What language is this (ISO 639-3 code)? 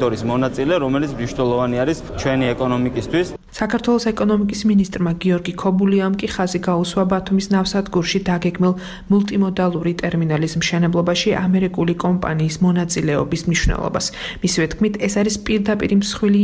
kat